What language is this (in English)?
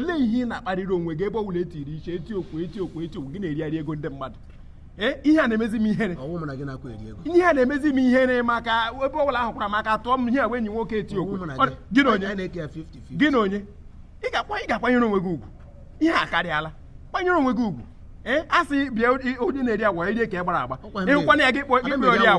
Igbo